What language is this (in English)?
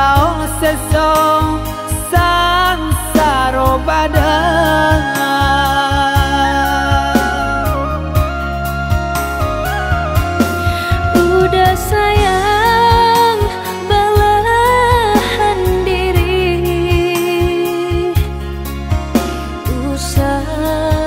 Minangkabau